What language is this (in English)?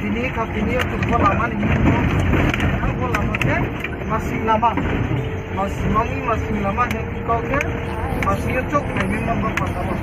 Riang (India)